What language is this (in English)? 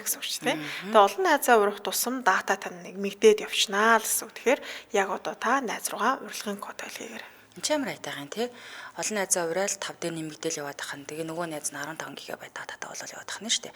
Mongolian